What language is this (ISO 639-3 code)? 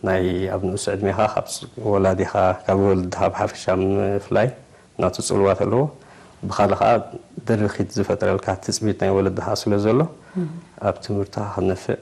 tir